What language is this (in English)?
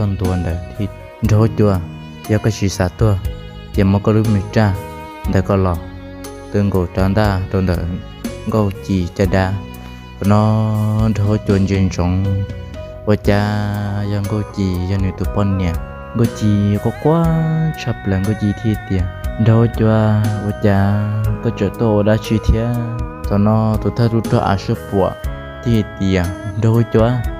Hmong